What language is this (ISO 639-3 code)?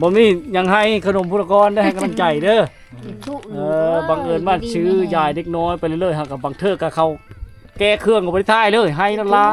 lao